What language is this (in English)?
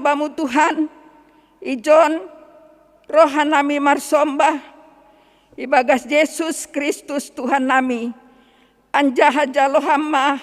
Batak Simalungun